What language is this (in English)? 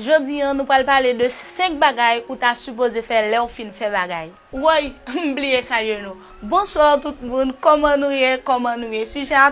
Haitian Creole